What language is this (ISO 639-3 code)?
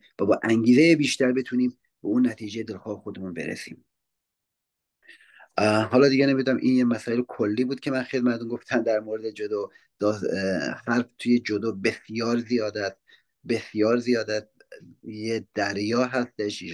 fas